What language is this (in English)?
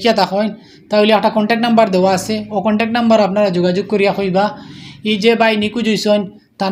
Sylheti